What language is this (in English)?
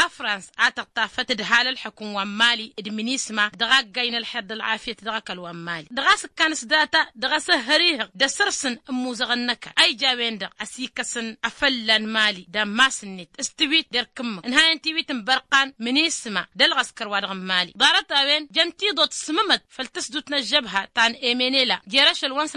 Tamasheq